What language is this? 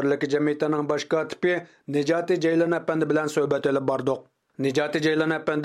Uyghur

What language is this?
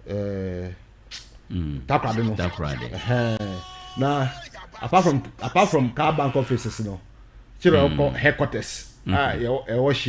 Akan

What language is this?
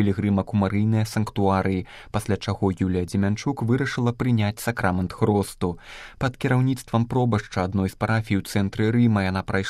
Belarusian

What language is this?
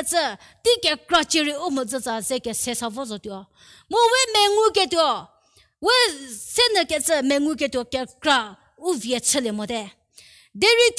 Angami Naga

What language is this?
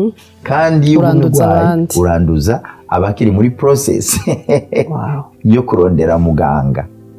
Rundi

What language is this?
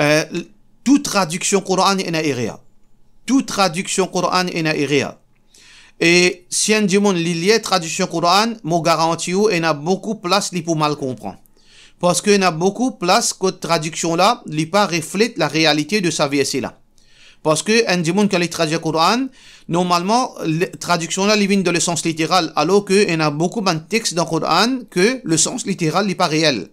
Morisyen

